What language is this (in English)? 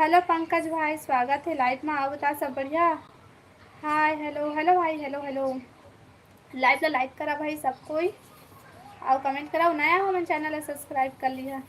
Chhattisgarhi